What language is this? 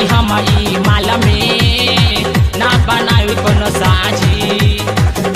Bhojpuri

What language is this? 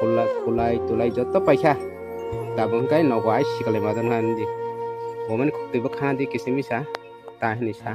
Kok Borok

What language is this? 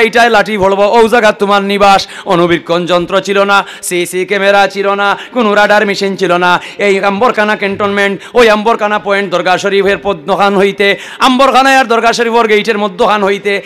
Sylheti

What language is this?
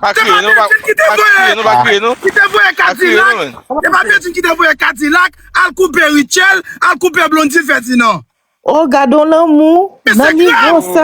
Haitian Creole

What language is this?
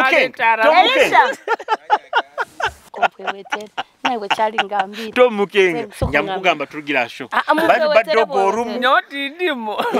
Nyoro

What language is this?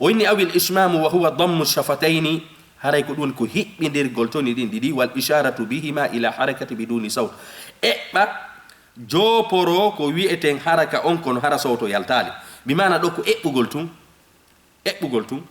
Fula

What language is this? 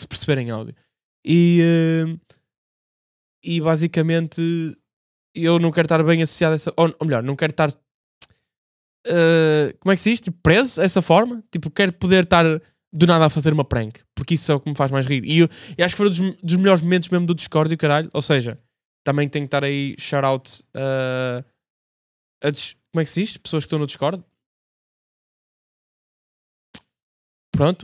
Portuguese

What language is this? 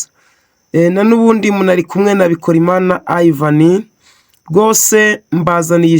Kinyarwanda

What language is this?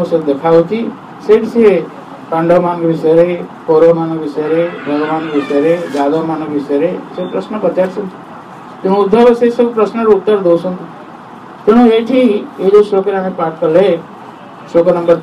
Odia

